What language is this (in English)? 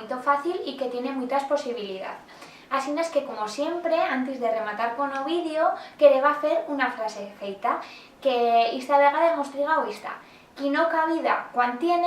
Aragonese